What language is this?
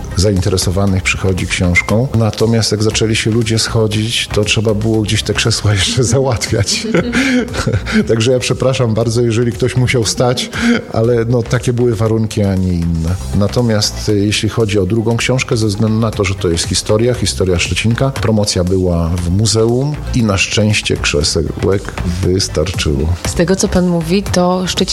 Polish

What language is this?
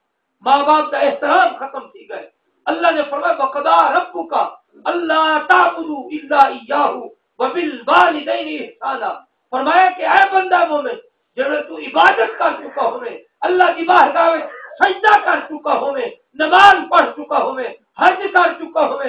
Saraiki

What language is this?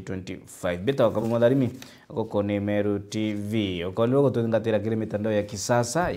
Meru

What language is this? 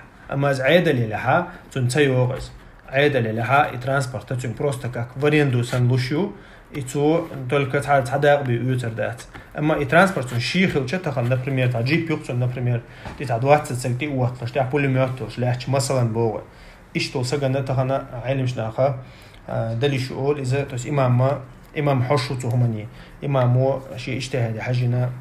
Chechen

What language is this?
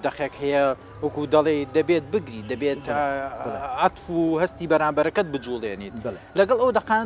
Central Kurdish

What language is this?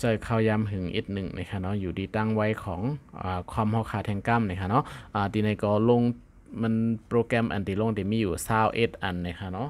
Shan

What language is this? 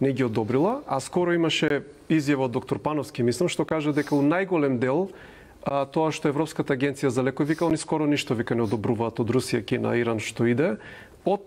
Macedonian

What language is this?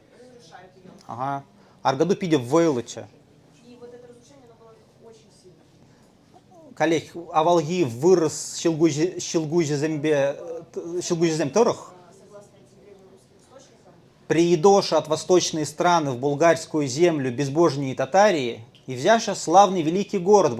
Chuvash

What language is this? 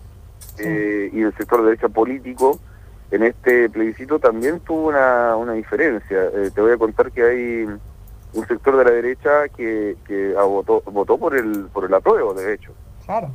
Spanish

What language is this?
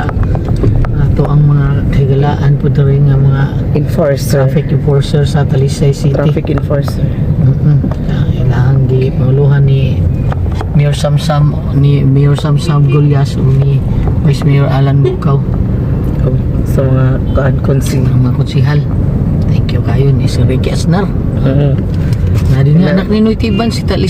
Cebuano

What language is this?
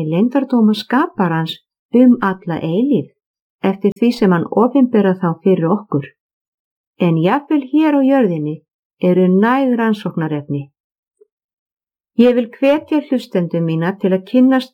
Icelandic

